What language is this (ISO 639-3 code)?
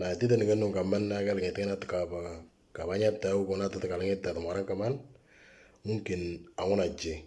mor